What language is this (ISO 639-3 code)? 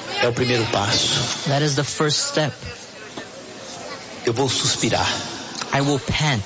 por